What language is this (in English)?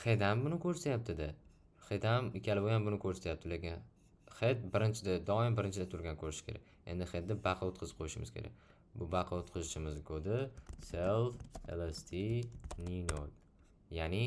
Uzbek